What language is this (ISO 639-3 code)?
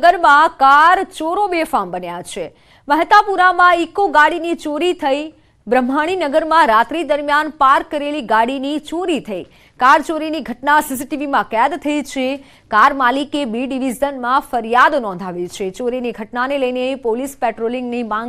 guj